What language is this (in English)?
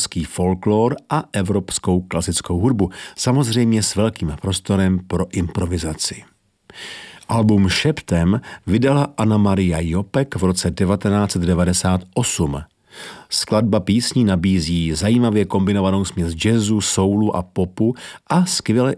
Czech